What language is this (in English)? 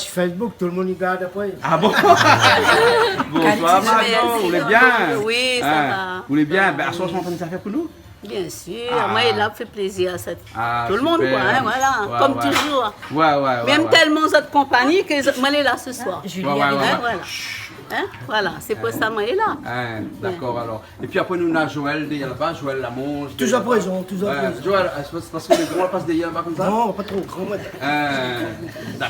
Réunion Creole French